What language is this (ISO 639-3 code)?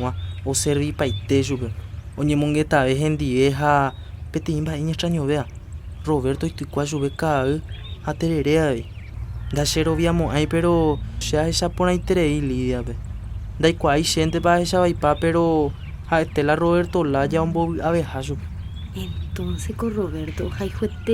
grn